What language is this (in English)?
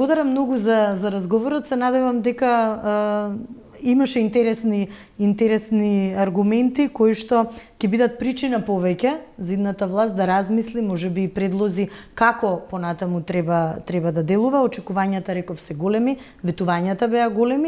Macedonian